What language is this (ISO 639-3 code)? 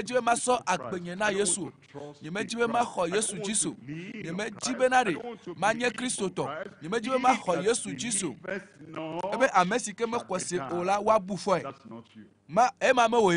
ewe